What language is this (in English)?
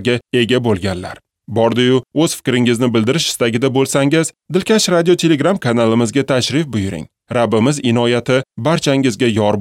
Uzbek